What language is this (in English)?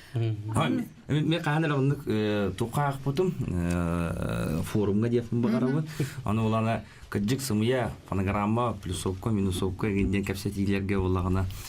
Yakut